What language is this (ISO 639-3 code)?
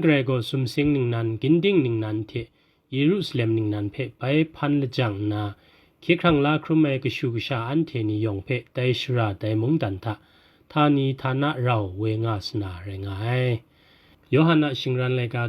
kac